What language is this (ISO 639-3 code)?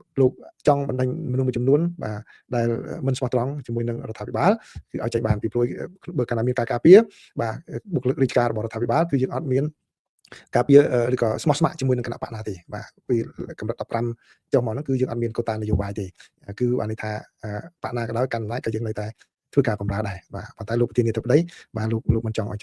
khm